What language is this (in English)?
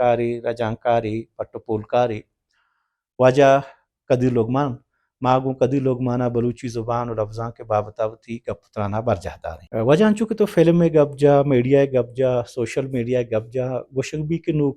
Baluchi